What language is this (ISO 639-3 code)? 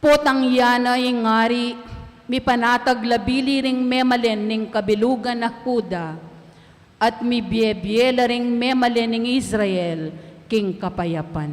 pam